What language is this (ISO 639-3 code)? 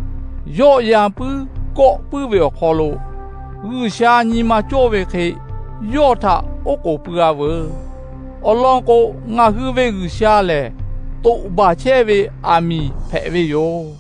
lhu